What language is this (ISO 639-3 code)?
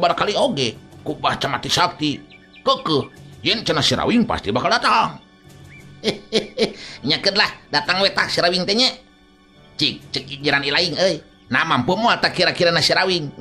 sun